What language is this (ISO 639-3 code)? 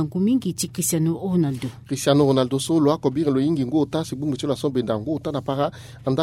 sag